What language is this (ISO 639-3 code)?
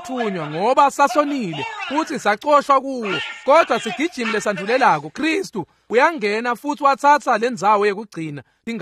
ssw